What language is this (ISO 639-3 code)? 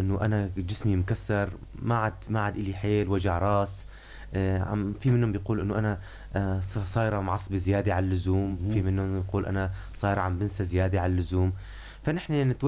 apc